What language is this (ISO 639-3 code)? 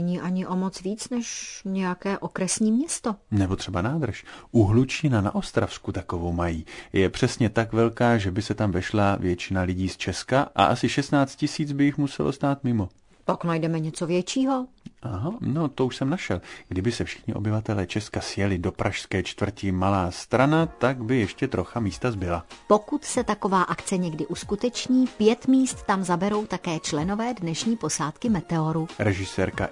ces